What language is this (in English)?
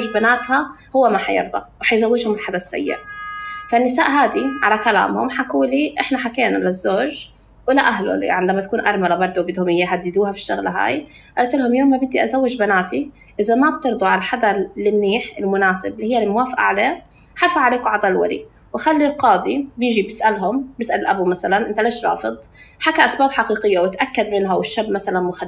North Levantine Arabic